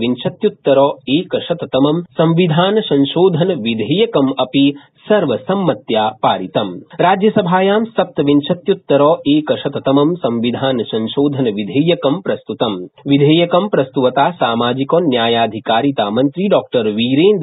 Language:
Sanskrit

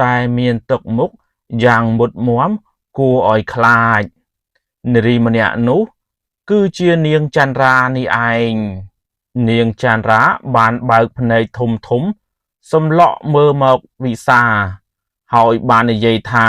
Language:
Khmer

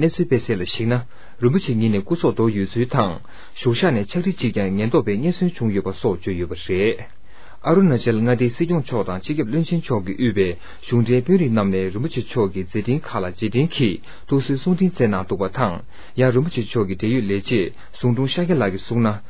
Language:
Tibetan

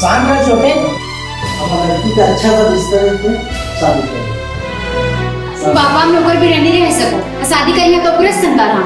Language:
Chhattisgarhi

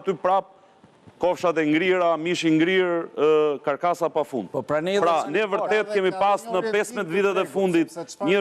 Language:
Albanian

